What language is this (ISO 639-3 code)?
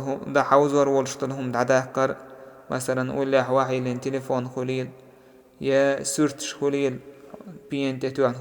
che